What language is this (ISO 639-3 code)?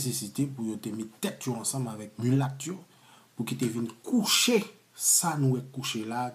hat